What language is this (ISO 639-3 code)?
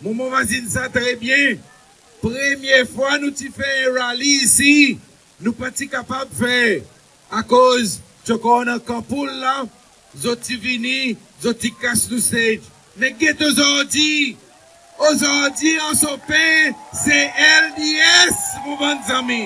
crs